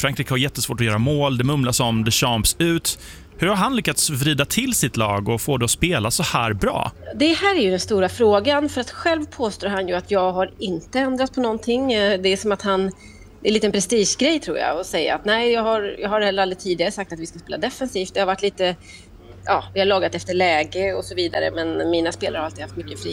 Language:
Swedish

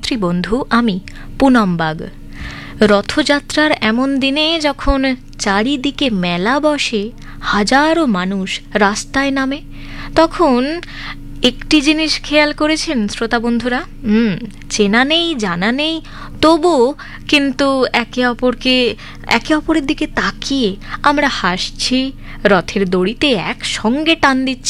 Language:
Bangla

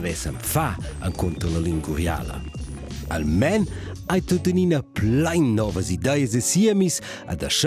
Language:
Romansh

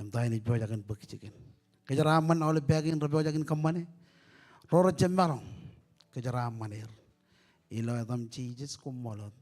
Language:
Marshallese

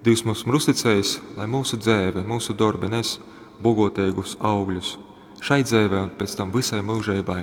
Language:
Latgalian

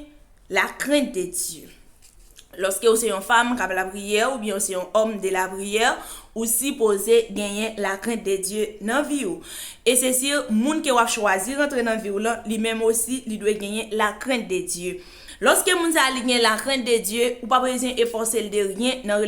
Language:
Haitian Creole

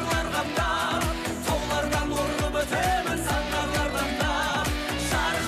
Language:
Kazakh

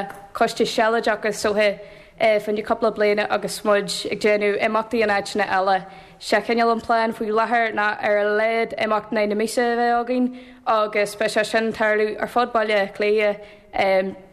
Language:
Irish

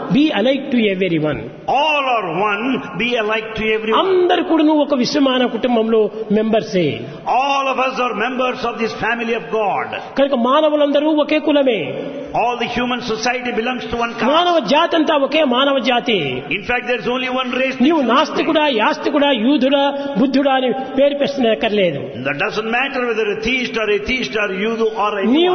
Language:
Telugu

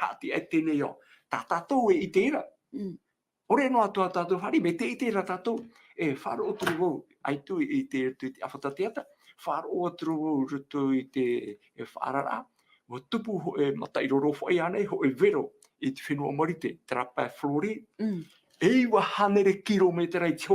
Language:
Tahitian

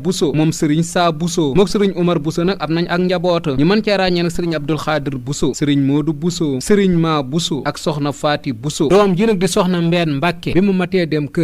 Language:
Wolof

